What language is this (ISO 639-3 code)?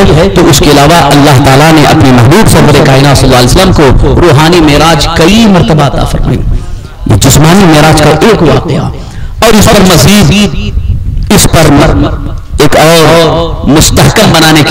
urd